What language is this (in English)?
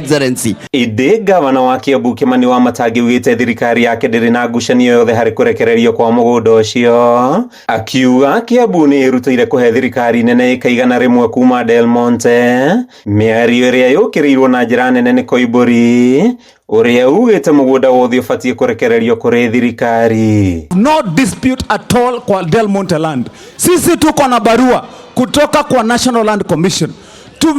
Kikuyu